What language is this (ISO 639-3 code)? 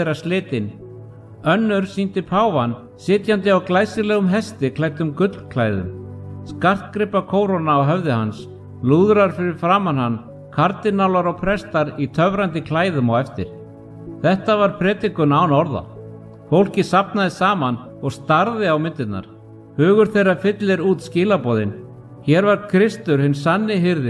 isl